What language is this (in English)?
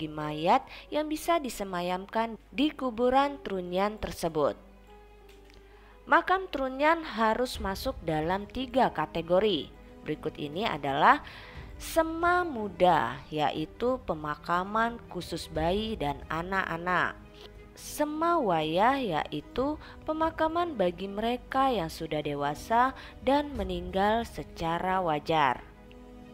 Indonesian